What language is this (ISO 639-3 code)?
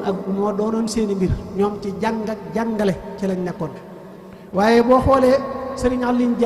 wol